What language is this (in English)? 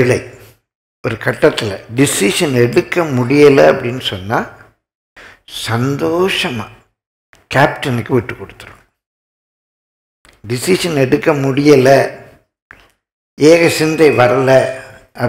Tamil